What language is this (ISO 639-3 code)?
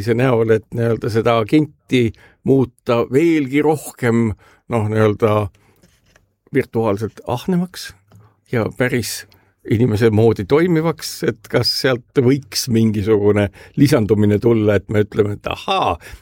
est